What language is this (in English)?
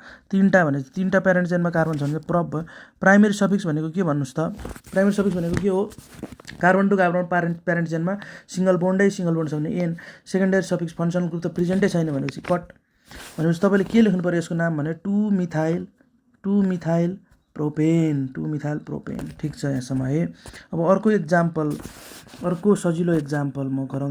Nepali